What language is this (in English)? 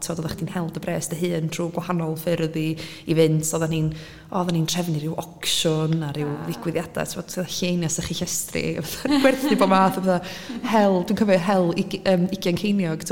Welsh